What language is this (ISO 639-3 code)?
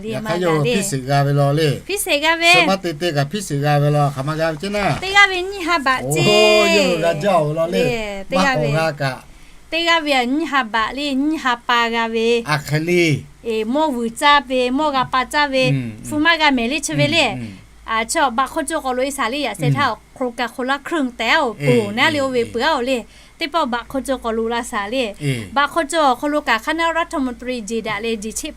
lhu